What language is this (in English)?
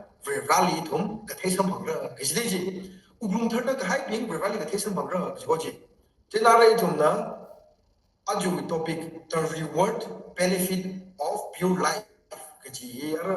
Tangkhul Naga (India)